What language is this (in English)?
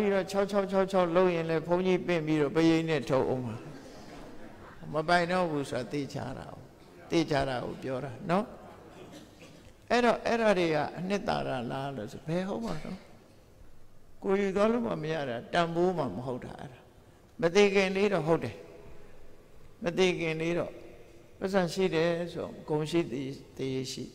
Burmese